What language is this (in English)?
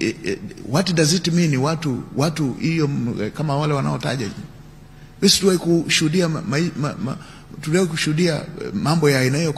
Swahili